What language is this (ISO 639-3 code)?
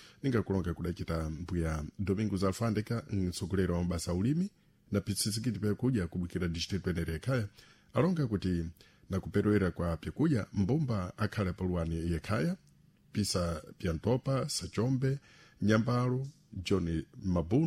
seh